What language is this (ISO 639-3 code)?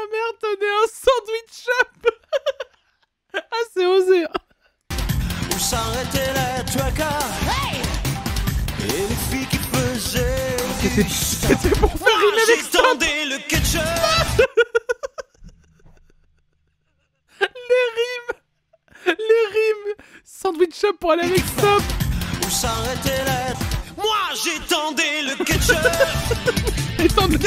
fra